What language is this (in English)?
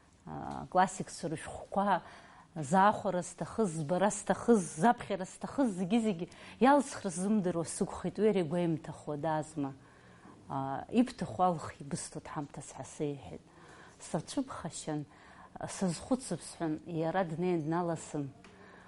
Abkhazian